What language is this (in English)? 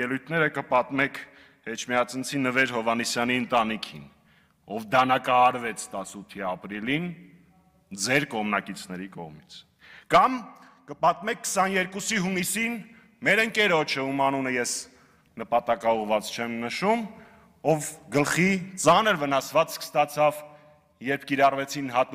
Armenian